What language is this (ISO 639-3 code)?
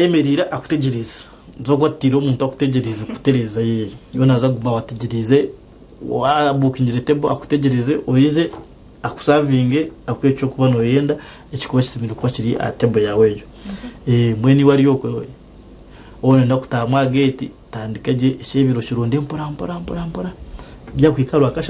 nyn